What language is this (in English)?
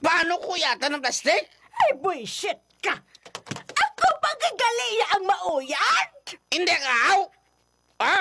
Hiligaynon